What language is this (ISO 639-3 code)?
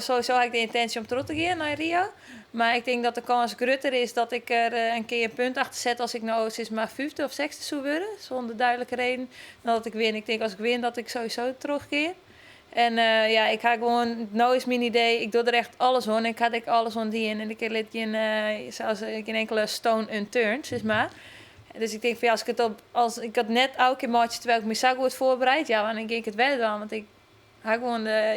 fry